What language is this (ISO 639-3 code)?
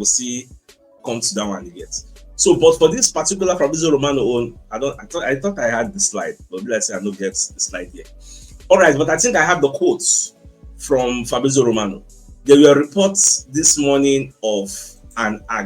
pcm